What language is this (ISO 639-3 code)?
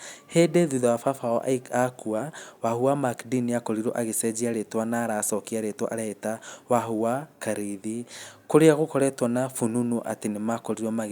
kik